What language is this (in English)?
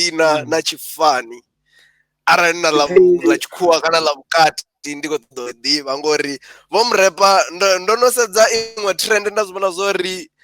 Venda